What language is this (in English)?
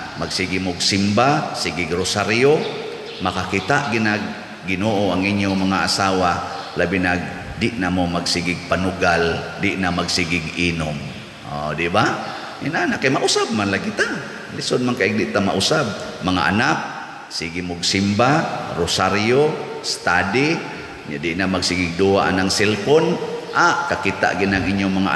Cebuano